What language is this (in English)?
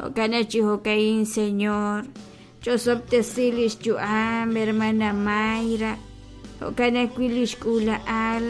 Kekchí